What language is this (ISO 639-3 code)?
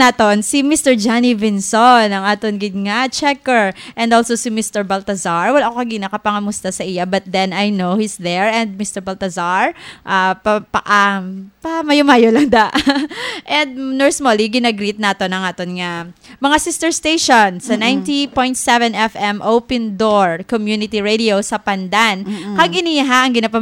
hil